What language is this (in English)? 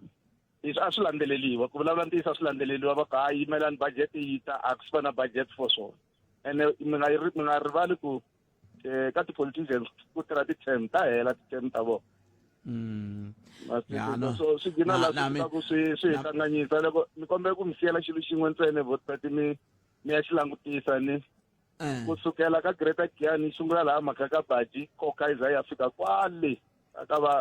Tsonga